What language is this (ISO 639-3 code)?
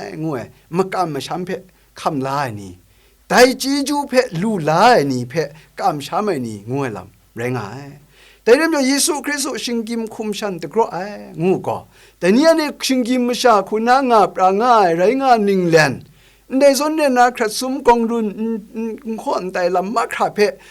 kac